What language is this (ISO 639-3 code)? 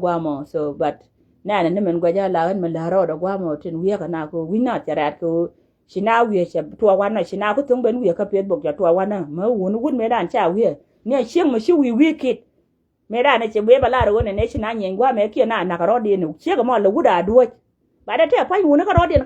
nus